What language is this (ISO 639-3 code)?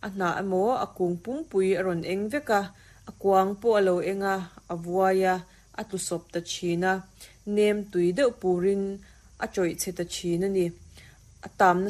lus